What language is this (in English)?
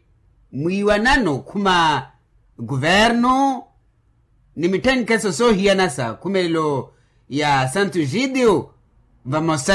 Makhuwa